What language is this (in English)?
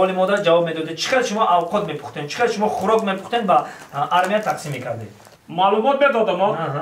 Tajik